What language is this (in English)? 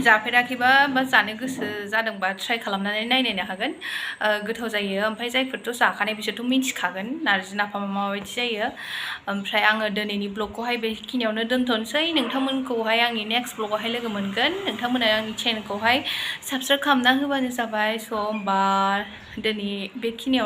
Bodo